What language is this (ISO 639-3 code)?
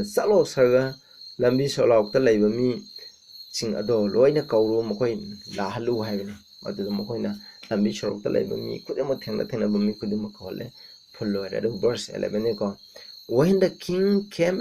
mni